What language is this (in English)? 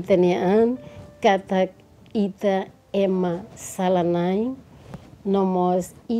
Tetum